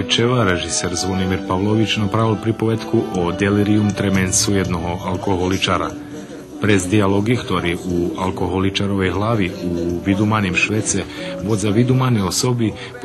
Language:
Rusyn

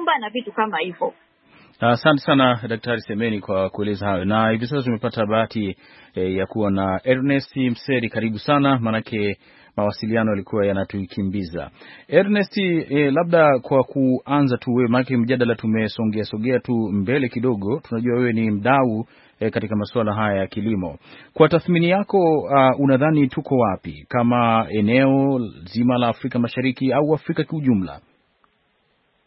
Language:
Swahili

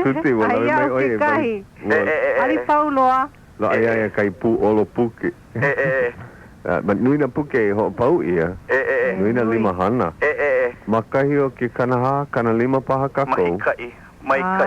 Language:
Hawaiian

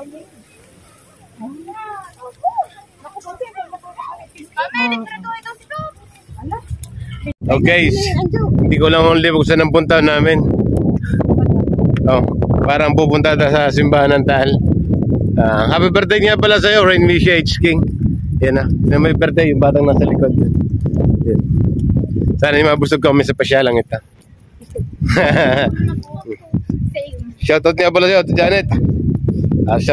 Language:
Filipino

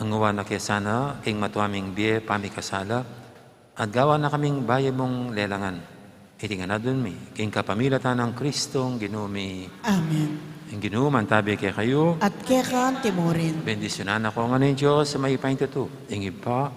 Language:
Pampanga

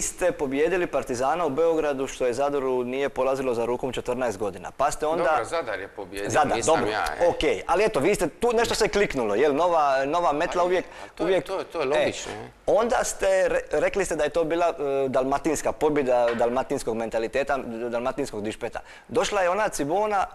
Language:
Croatian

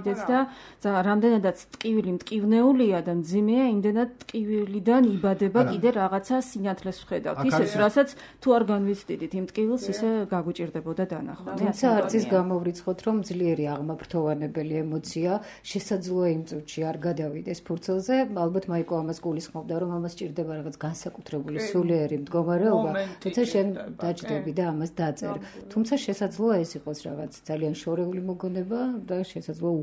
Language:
Georgian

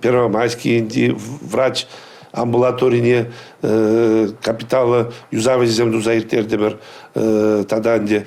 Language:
Chuvash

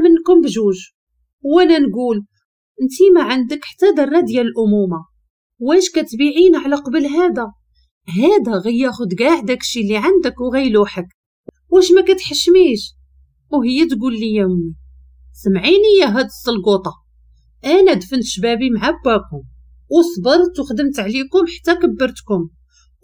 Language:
Moroccan Arabic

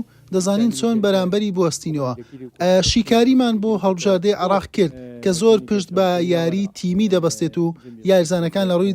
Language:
Central Kurdish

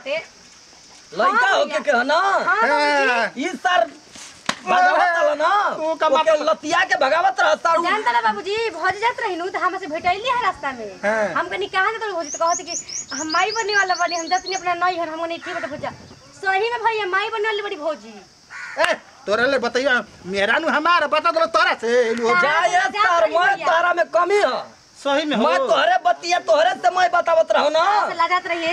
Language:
Bhojpuri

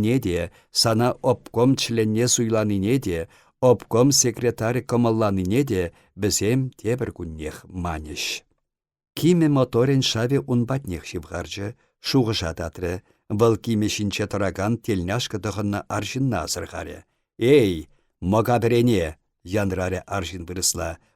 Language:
Chuvash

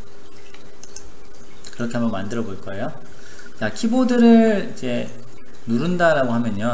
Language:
Korean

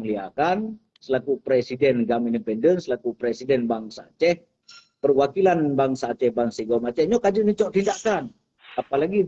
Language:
Achinese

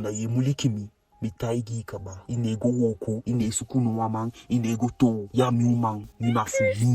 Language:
Eastern Maroon Creole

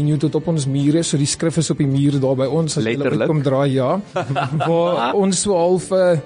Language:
Afrikaans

